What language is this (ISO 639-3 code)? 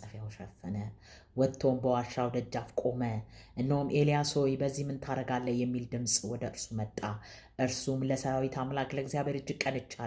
amh